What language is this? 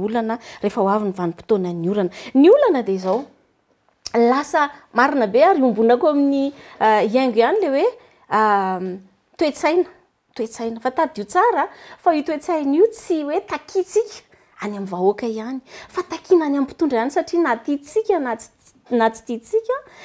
Malagasy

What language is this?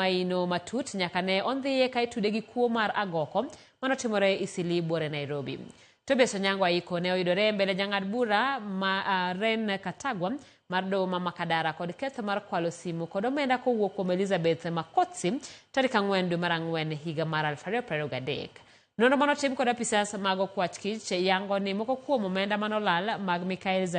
Luo (Kenya and Tanzania)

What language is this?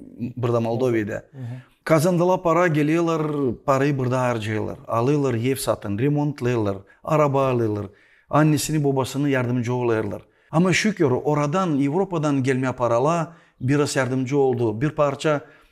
Gagauz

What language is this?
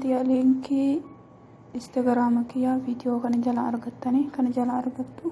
Oromo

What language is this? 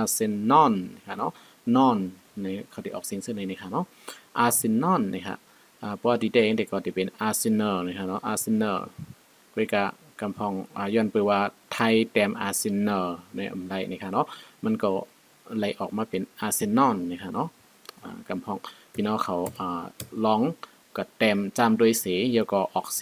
Shan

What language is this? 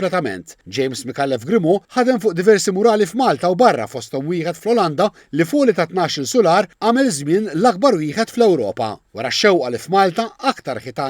Maltese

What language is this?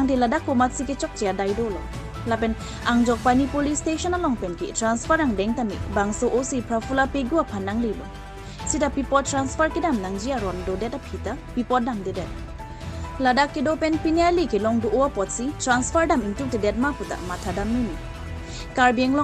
Karbi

